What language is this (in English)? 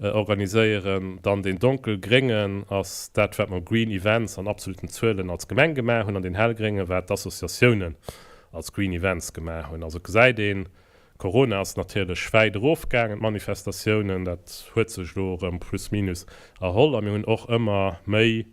Luxembourgish